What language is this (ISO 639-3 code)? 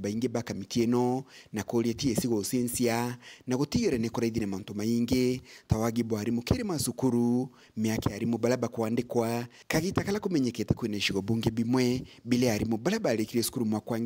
mer